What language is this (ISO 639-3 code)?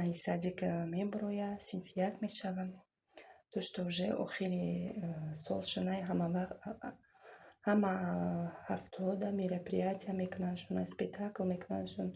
tgk